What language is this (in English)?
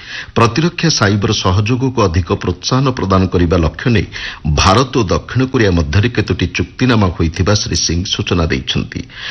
Odia